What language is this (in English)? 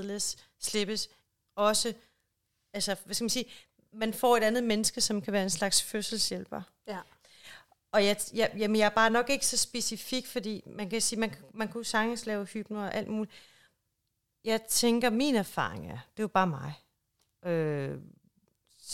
Danish